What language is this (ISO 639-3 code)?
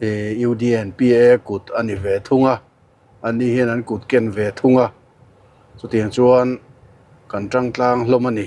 lus